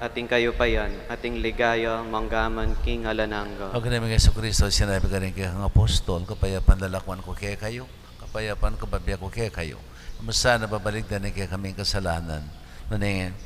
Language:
Pampanga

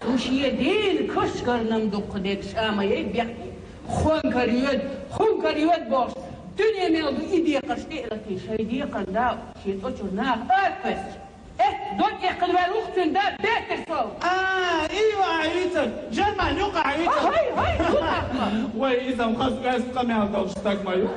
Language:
Chechen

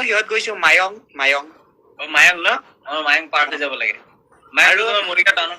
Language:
Assamese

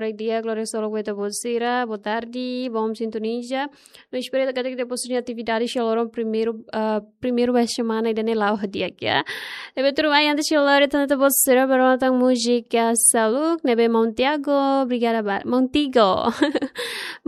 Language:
Tetum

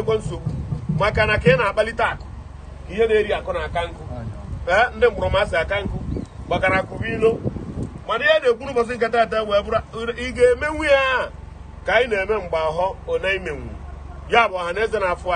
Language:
Igbo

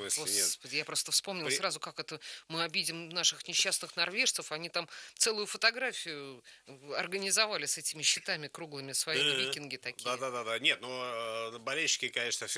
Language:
Russian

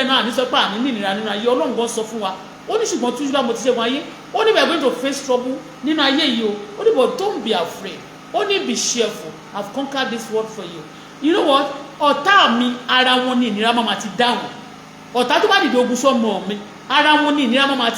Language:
Yoruba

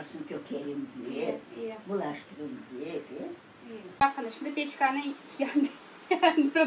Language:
Crimean Tatar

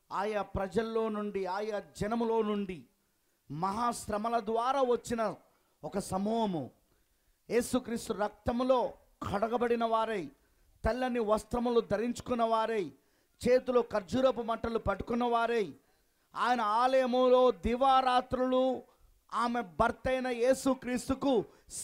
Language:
Telugu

